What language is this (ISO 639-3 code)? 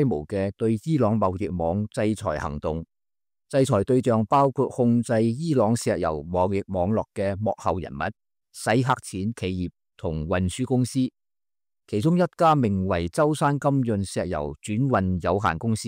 yue